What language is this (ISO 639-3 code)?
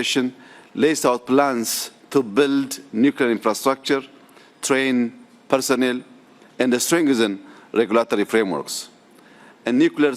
eng